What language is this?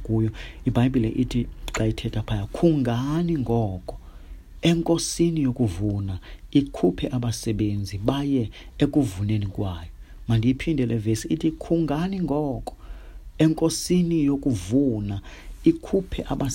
Xhosa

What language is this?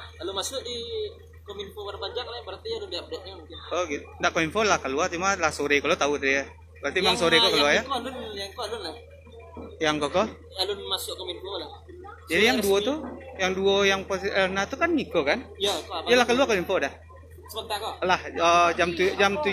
Minangkabau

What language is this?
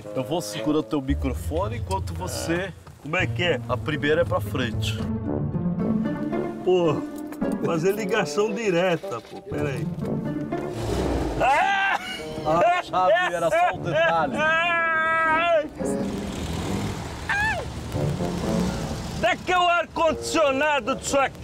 Portuguese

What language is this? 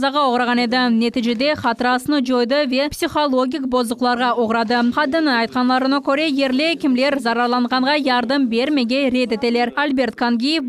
Crimean Tatar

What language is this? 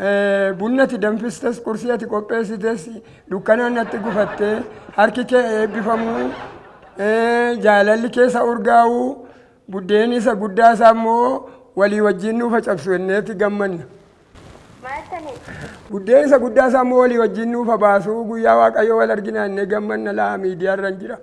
Oromo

